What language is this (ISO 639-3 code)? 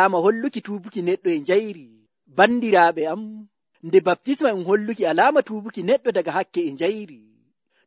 fuv